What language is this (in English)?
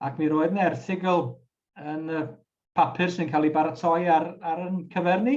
Welsh